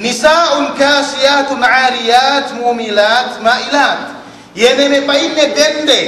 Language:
Yakan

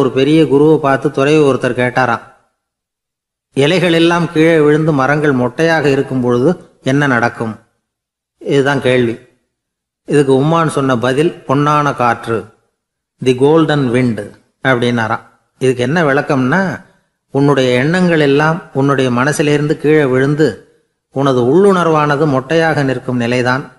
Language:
Tamil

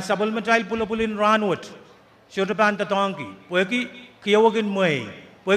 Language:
Pohnpeian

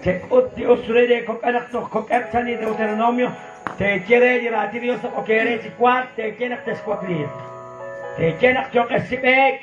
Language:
Kekchí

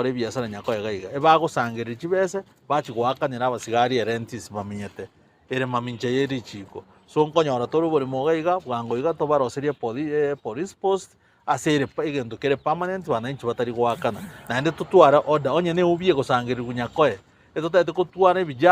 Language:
Gusii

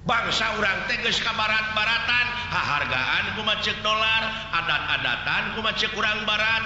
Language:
Sundanese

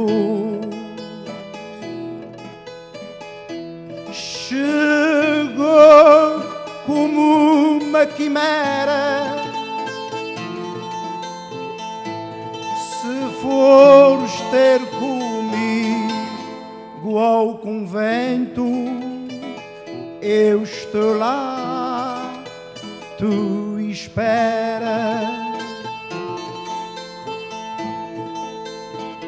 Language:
Portuguese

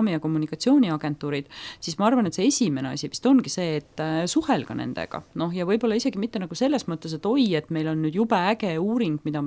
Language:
Estonian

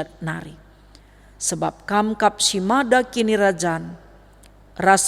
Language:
Batak Karo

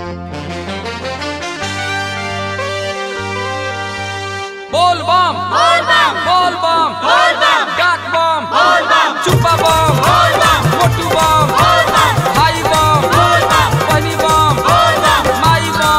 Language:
Bhojpuri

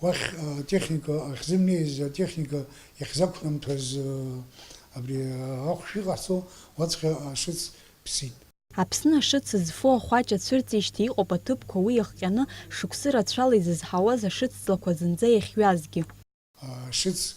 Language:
Abkhazian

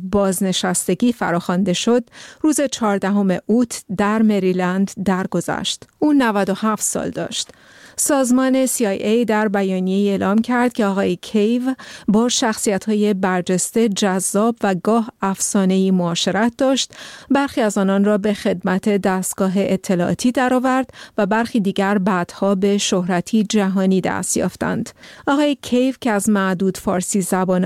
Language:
Persian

